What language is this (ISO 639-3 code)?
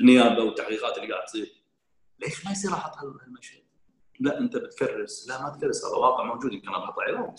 afb